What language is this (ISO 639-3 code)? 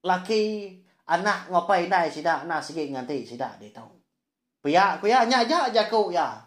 iba